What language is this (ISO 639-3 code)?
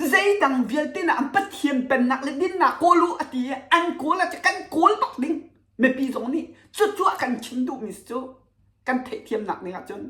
cnh